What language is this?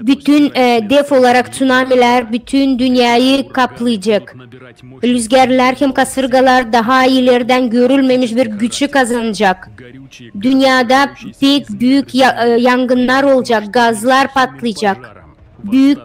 Gagauz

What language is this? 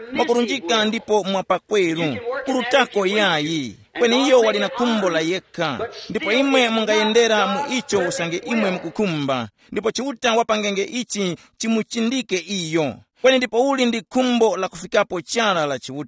Tumbuka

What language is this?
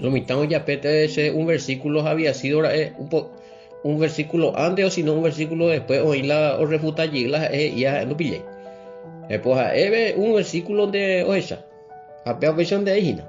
Guarani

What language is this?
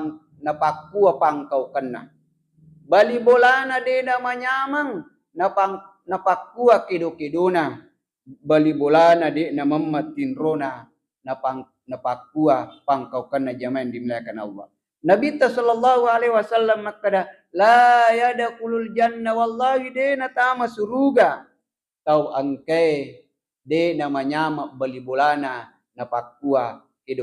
Buginese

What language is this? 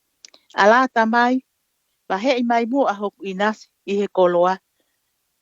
Tongan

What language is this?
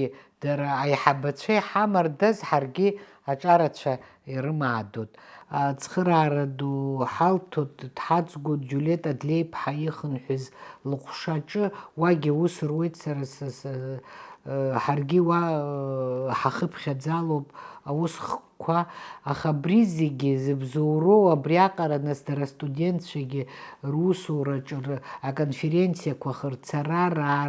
Abkhazian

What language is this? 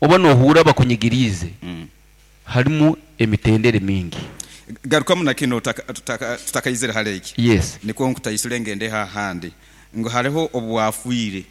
Nyoro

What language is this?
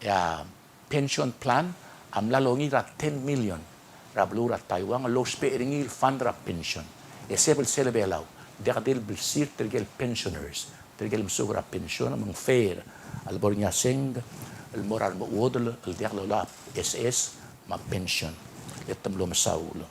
Palauan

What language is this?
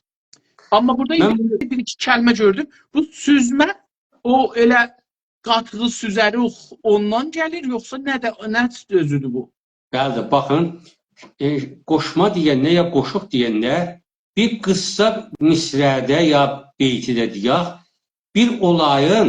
South Azerbaijani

